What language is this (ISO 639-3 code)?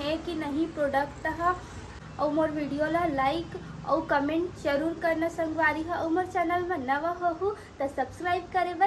hne